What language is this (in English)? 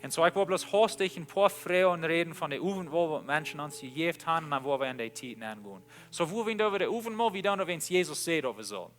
Plautdietsch